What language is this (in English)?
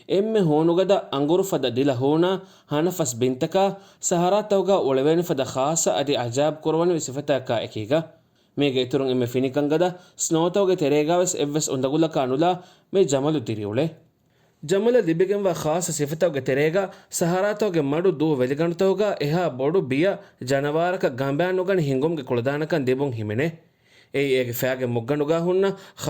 Divehi